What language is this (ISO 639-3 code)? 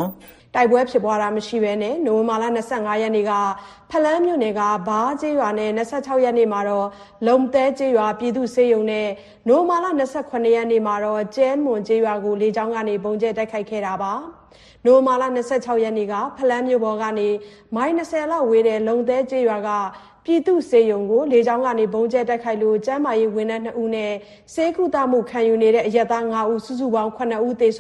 mya